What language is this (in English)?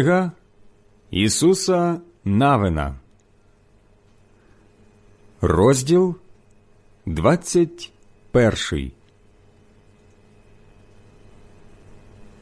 Ukrainian